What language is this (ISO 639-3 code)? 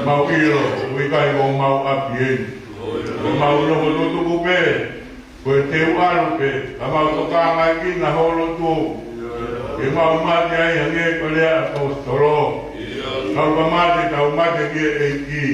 ton